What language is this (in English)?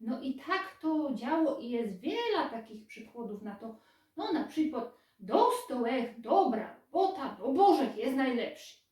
Silesian